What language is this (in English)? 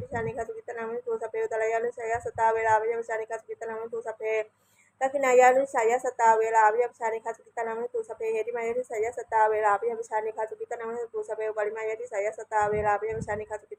Pali